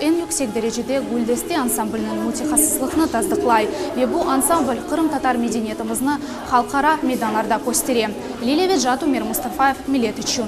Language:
Crimean Tatar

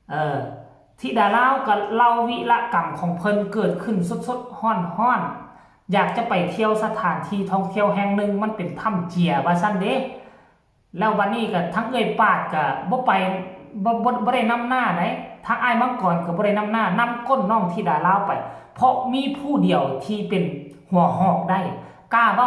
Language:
Northeastern Thai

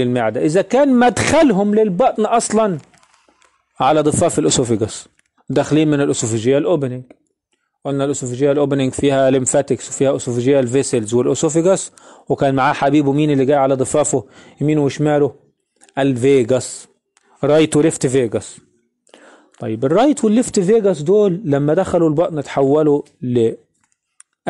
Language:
Egyptian Arabic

